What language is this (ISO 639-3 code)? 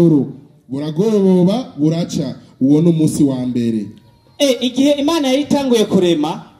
run